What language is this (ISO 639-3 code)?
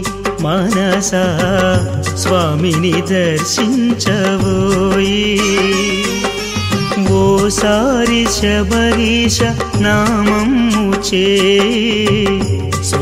tel